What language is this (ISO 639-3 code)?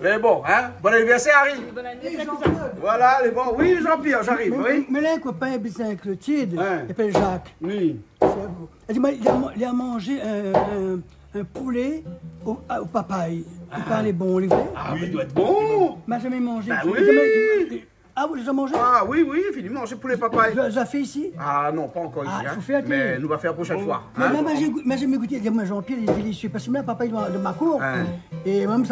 rcf